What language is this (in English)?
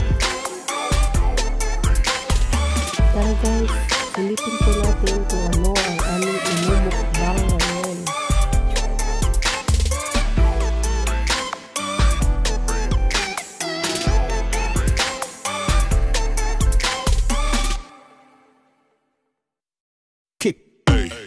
Filipino